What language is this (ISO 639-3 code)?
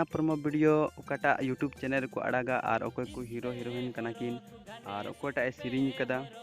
sat